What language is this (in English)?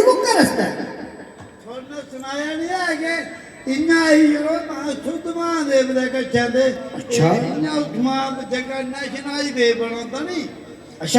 Dogri